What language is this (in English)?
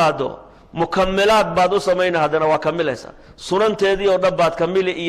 Somali